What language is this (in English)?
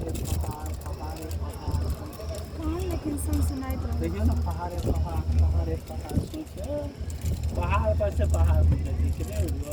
Maithili